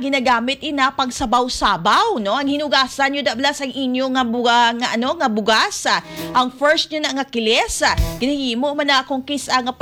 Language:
Hiligaynon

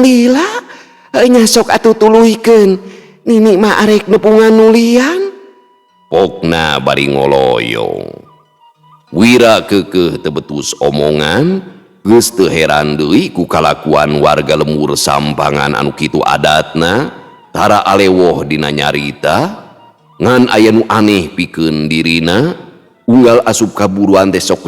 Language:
Sundanese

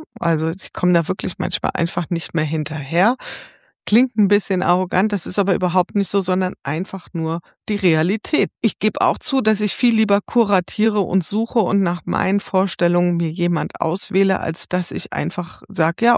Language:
German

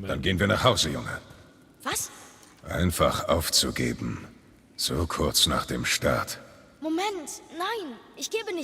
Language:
Bavarian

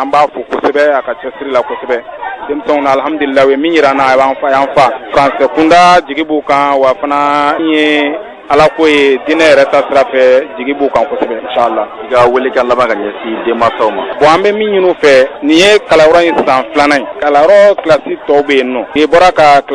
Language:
Bambara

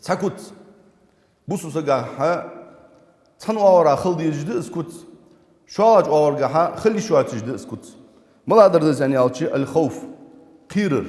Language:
Ingush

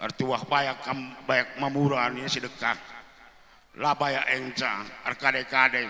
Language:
Batak Karo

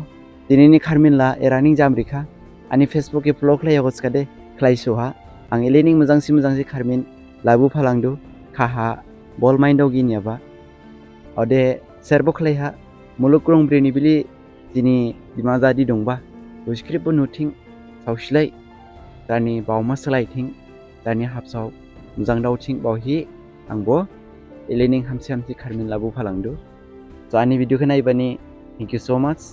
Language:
Dimasa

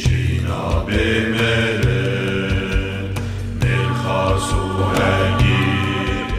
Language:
Kurdish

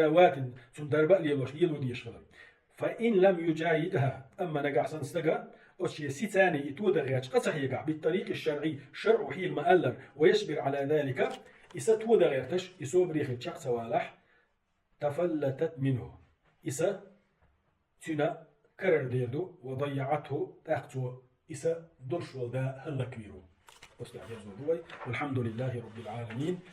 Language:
Chechen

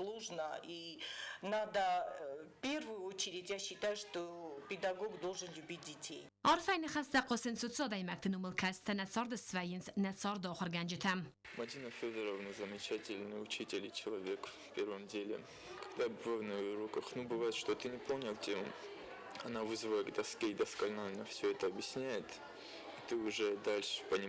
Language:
Ossetic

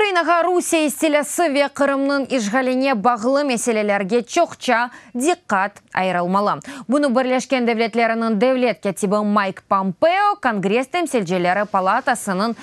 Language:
Crimean Tatar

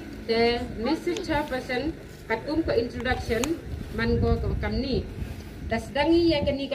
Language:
Pnar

